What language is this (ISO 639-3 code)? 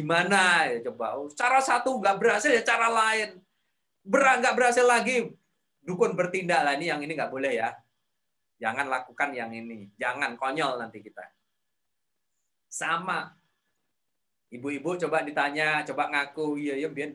ind